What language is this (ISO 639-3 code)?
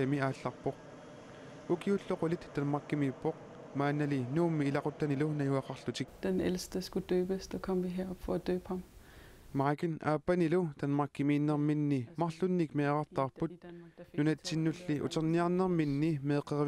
kal